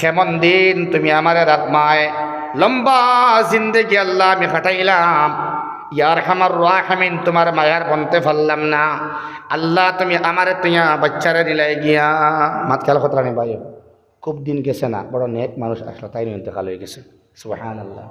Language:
Sylheti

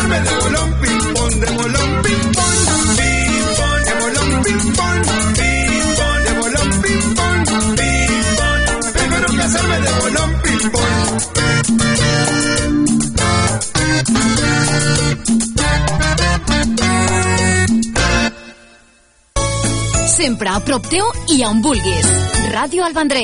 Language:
Catalan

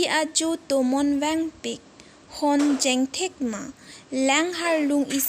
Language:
Karbi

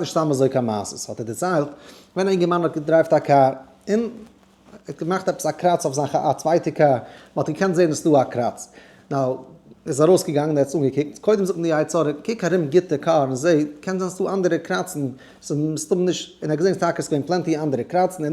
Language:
Yiddish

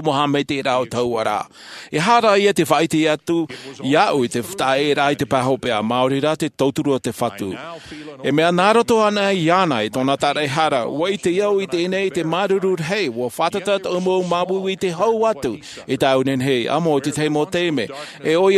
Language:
Tahitian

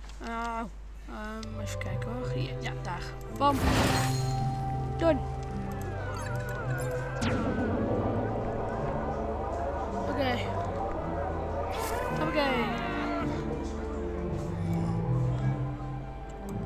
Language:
Dutch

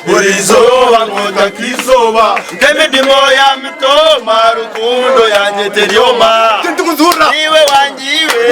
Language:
Nyankole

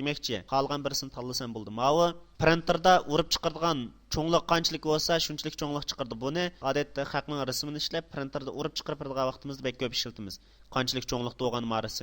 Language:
Uyghur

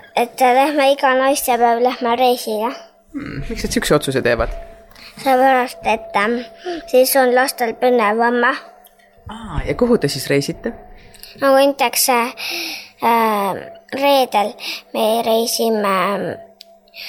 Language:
Estonian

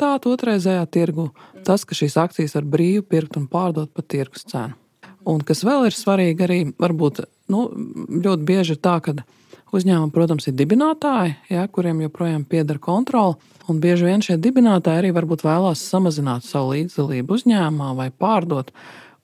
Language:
Latvian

